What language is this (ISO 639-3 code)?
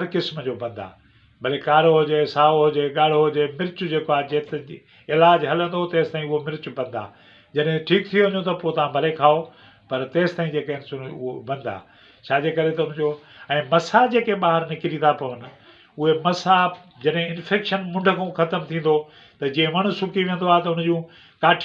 snd